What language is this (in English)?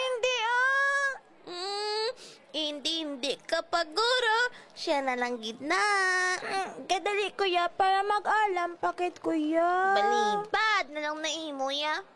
Hiligaynon